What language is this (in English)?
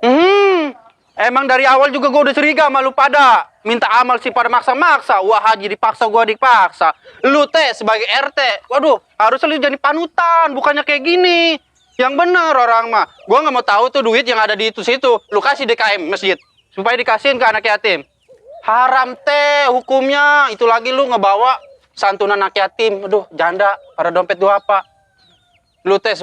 Betawi